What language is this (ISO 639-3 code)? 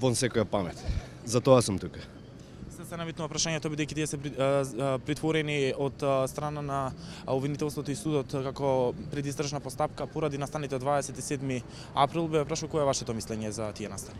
mkd